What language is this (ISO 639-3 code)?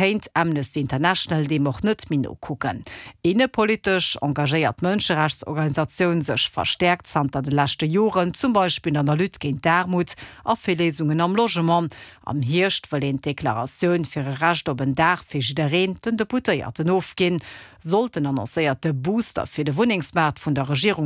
ltz